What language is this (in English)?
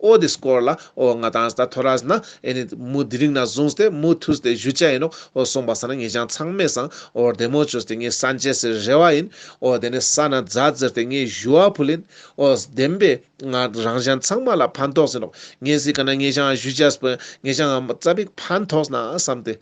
Ladakhi